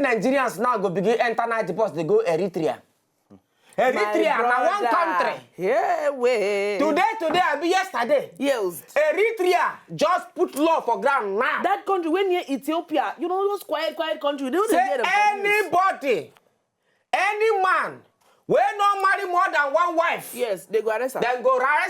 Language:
Nigerian Pidgin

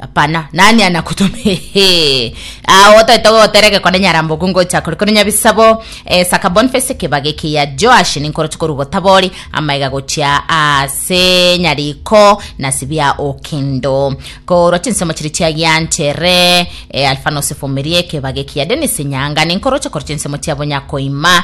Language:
Gusii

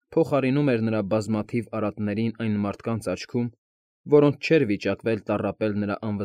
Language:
Armenian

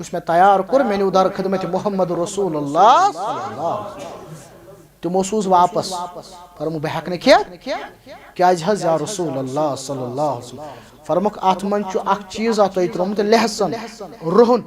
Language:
Kashmiri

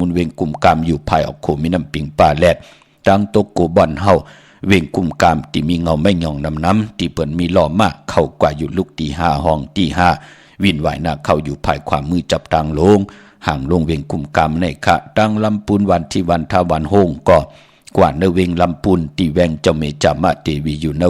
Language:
Shan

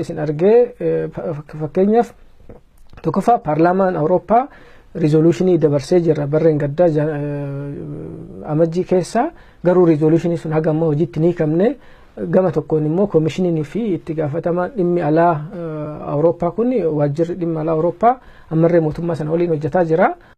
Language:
Oromo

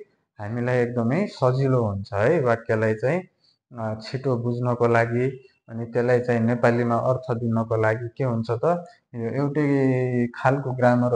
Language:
Nepali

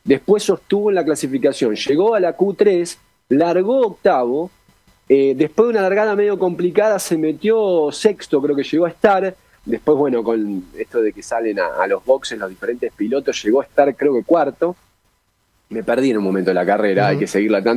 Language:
Spanish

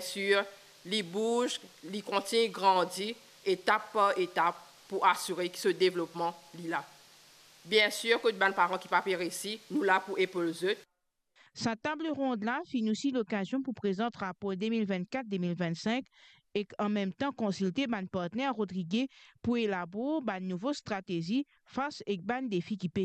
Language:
Morisyen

